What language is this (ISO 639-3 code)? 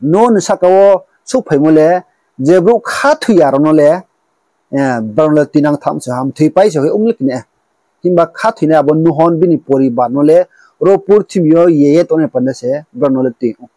ria